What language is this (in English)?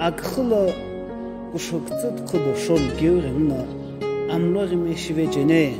Sumi Naga